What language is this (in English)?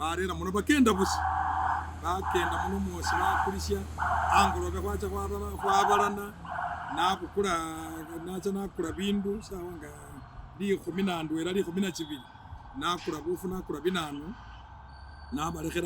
Masaaba